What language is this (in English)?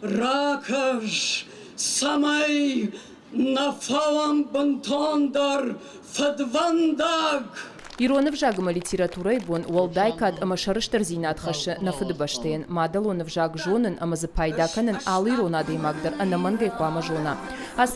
Ossetic